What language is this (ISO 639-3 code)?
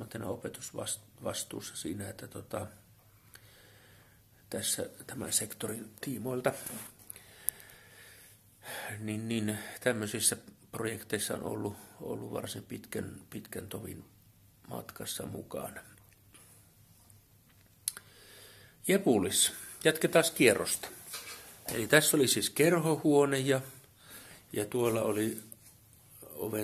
fin